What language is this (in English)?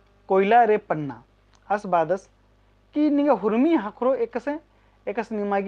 Kurukh